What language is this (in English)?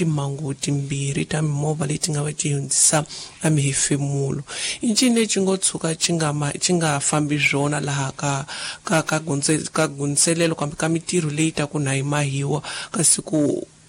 Tsonga